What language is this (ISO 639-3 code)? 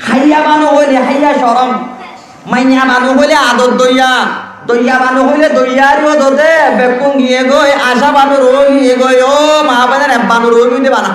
rhg